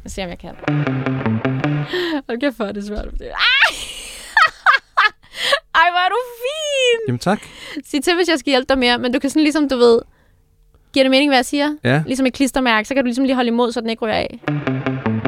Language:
Danish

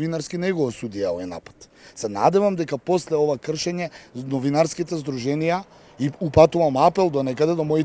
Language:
Macedonian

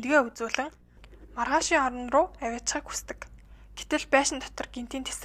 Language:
Mongolian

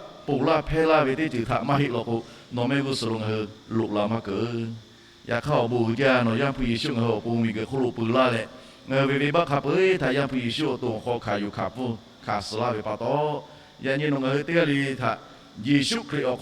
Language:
Lahu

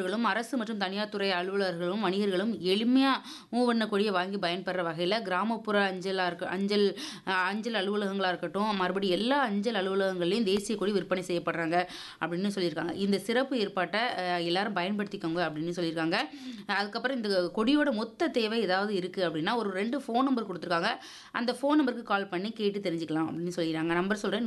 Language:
Tamil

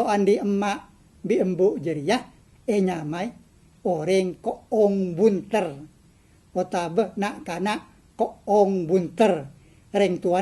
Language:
Madurese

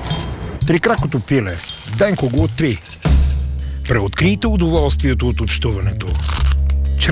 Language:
Bulgarian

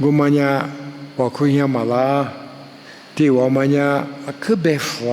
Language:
Lisu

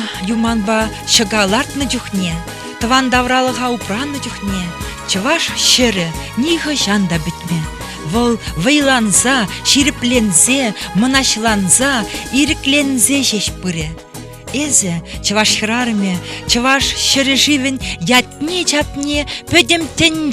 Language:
Chuvash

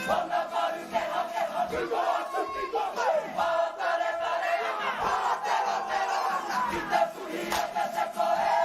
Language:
Māori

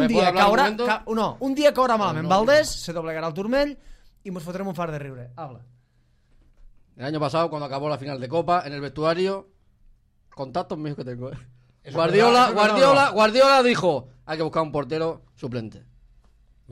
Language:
Catalan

